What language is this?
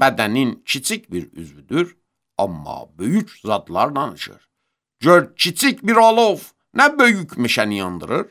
Azerbaijani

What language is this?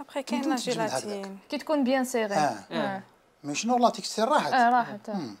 Algerian Arabic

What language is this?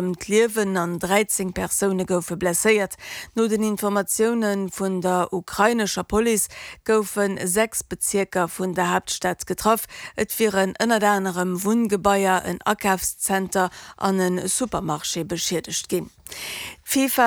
Luxembourgish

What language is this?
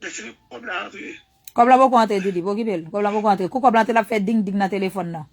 Haitian Creole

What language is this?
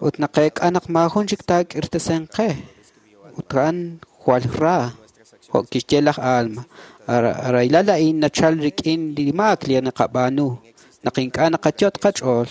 Kekchí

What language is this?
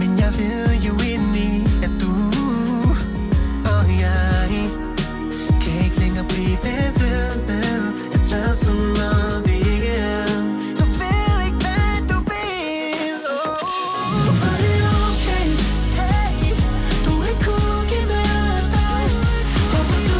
Danish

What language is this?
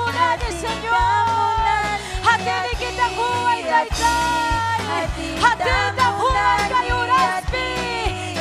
Ayacucho Quechua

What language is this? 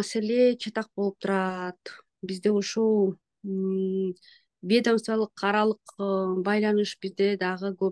Kyrgyz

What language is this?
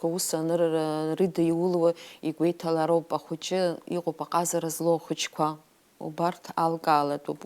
Abkhazian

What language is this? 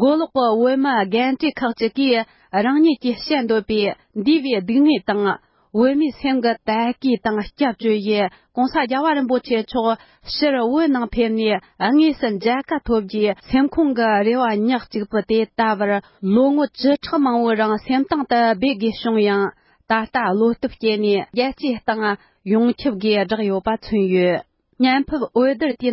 Tibetan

